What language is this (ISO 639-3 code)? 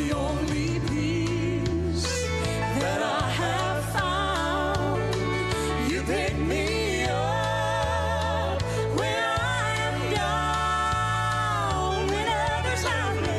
gil